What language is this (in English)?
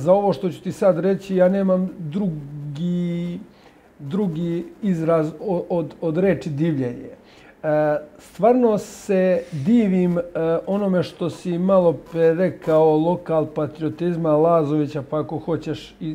Serbian